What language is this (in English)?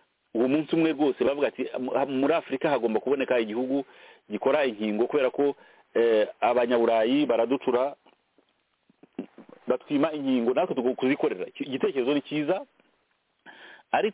Kinyarwanda